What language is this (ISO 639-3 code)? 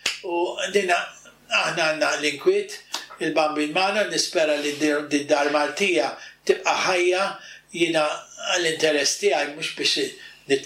mlt